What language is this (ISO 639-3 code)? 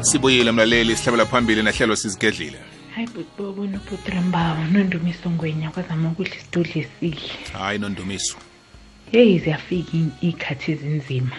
nbl